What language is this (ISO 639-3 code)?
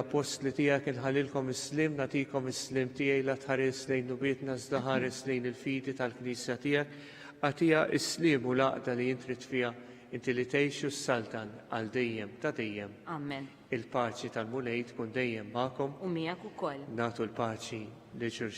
mlt